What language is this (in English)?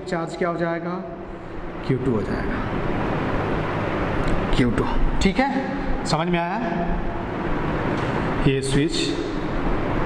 Hindi